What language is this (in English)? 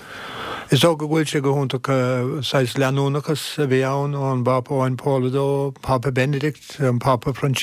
Irish